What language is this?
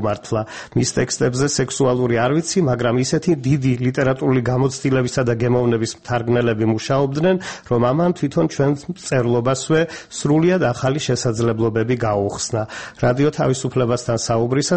Georgian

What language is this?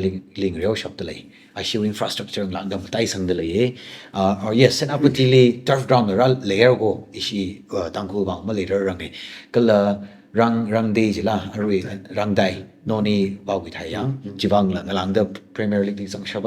Tangkhul Naga (India)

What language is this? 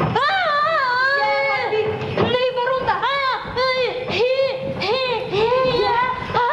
Bashkir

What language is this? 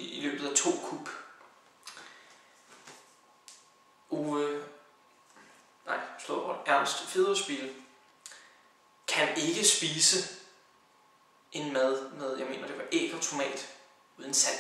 Danish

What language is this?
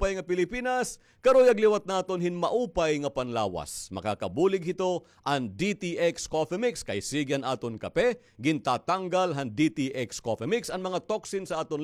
Waray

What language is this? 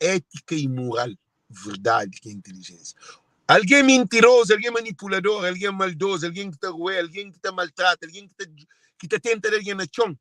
Kabuverdianu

